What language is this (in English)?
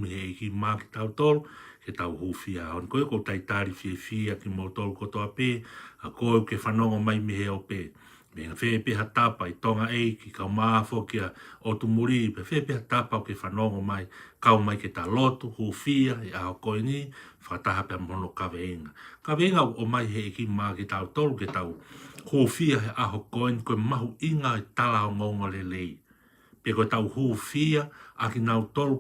Tongan